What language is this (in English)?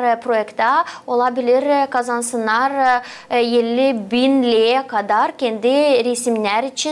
Gagauz